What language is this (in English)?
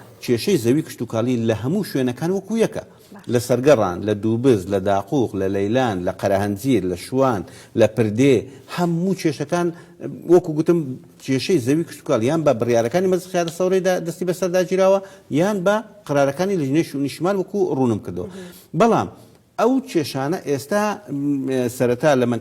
Central Kurdish